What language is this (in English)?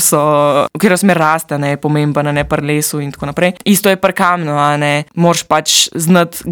Slovenian